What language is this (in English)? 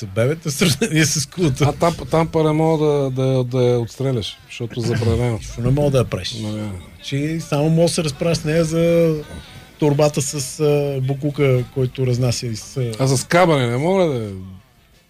Bulgarian